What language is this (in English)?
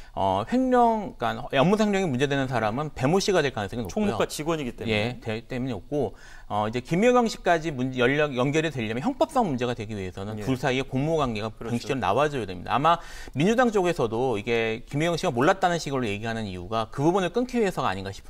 Korean